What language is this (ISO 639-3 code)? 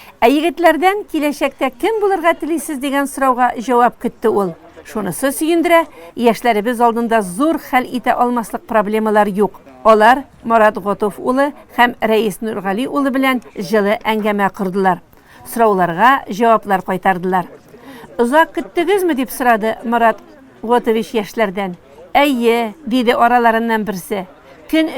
tat